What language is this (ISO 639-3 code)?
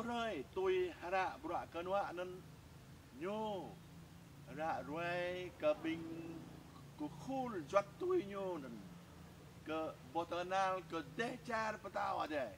jra